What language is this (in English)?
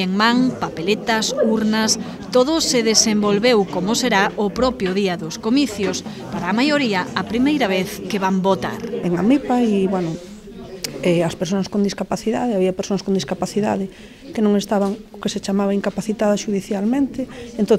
Galician